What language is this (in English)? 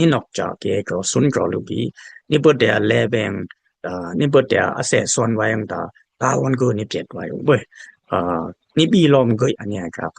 Dimasa